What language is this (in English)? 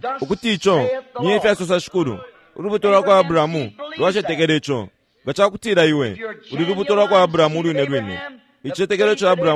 Bemba